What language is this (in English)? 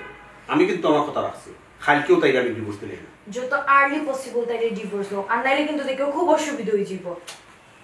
Sylheti